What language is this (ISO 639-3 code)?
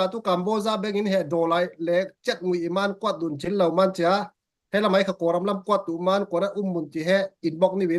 cfm